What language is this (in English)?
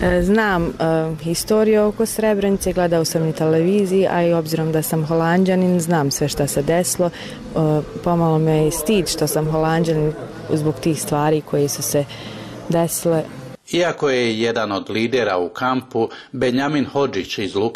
Bosnian